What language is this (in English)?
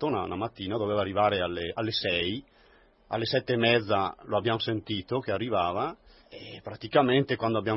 Italian